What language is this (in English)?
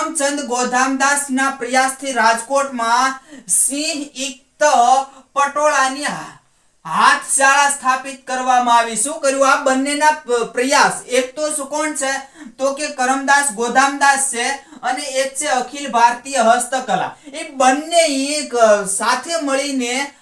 Gujarati